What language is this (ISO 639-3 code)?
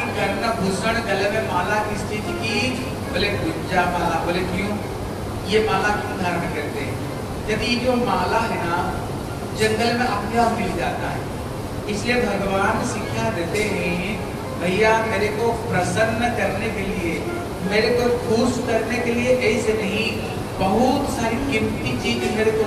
hin